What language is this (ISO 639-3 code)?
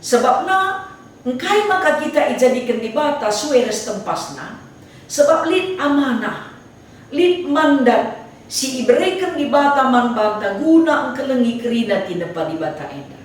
btx